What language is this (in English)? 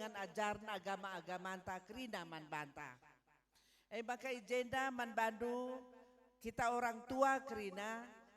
Batak Karo